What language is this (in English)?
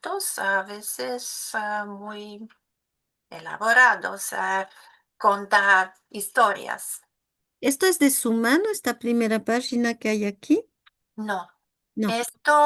Ladino